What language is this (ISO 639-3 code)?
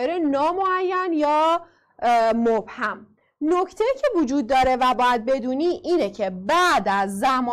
fas